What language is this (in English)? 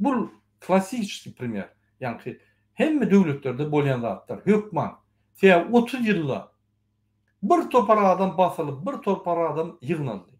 Turkmen